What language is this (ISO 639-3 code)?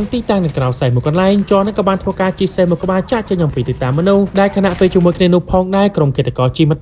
khm